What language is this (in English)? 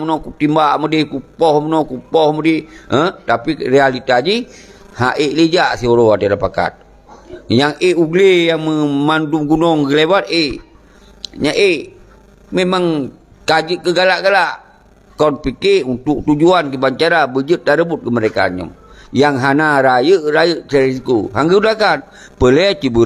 Achinese